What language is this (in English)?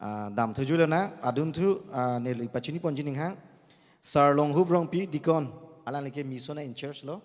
Karbi